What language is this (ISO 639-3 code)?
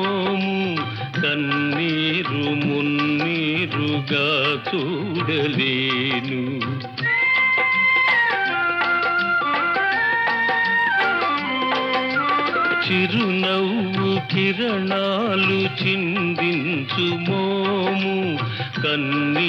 tel